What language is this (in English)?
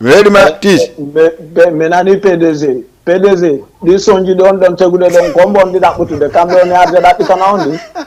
Fula